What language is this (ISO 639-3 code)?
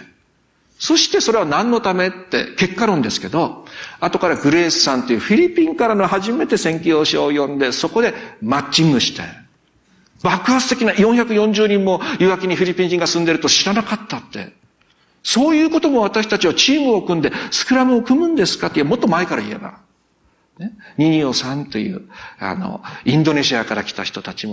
jpn